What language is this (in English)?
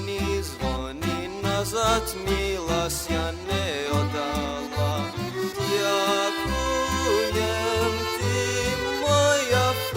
Rusyn